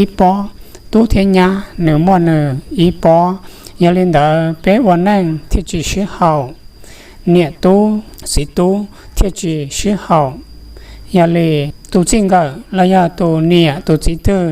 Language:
Hmong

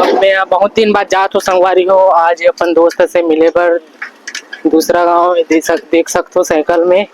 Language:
Chhattisgarhi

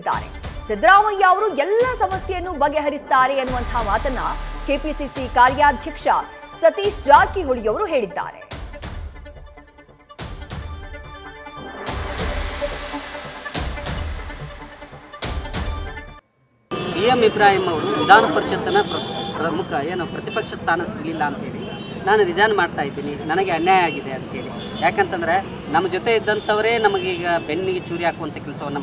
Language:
Kannada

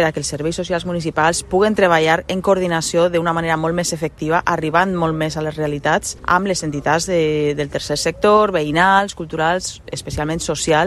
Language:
Catalan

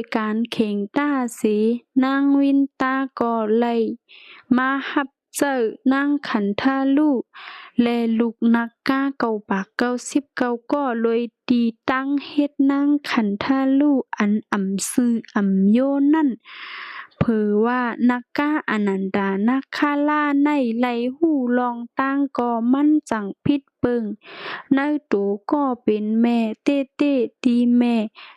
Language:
Shan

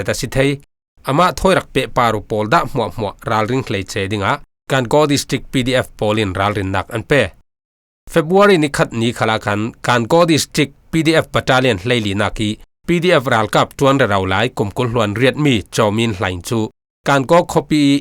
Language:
Falam Chin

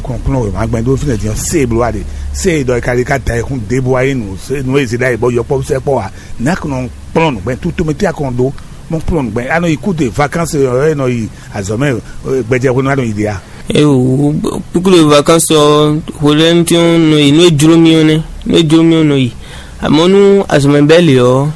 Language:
Fon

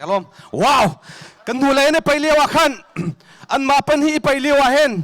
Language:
Hakha Chin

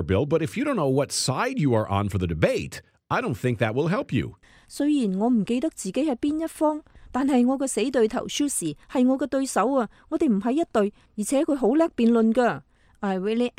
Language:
Cantonese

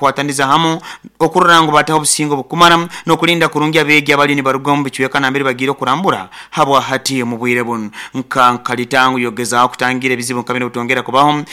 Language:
Nyoro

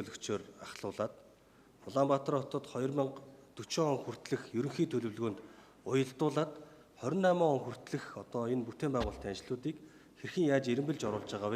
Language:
Mongolian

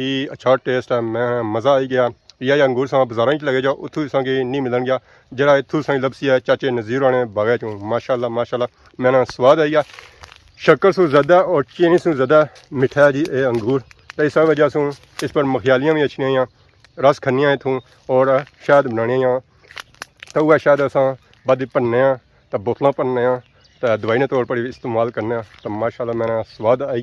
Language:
Pahari-Potwari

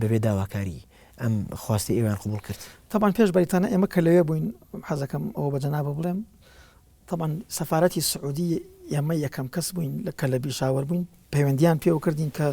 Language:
Central Kurdish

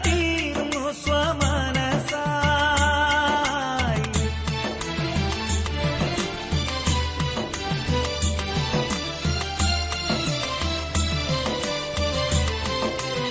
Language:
Malayalam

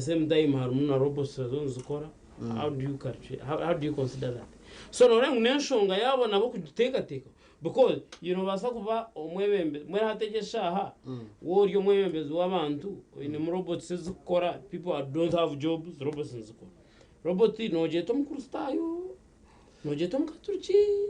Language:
Nyankole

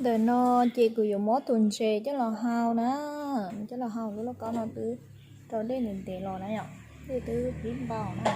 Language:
Hmong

